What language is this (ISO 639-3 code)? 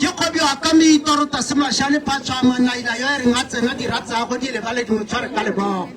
tsn